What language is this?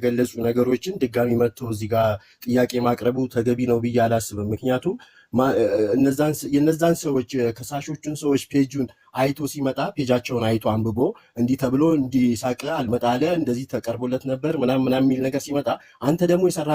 Amharic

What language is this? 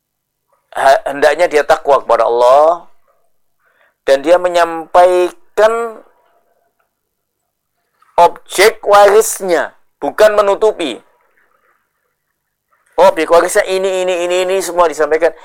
Indonesian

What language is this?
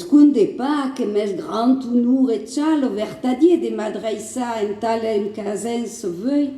Occitan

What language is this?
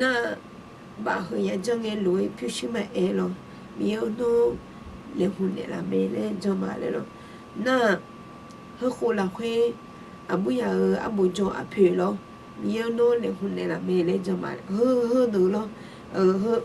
Akha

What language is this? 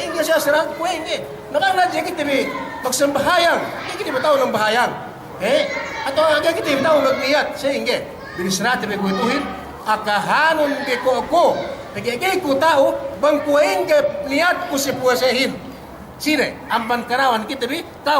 Yakan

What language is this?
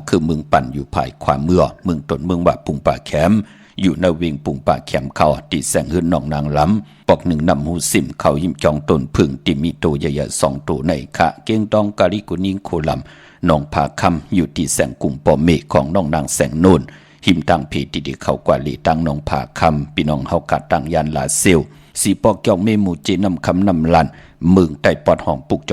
Shan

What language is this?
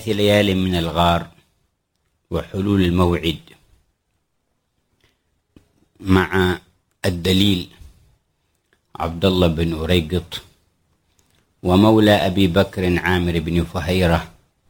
Arabic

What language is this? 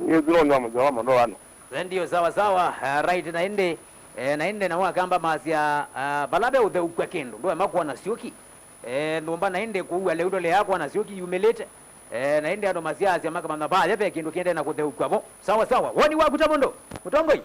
Kamba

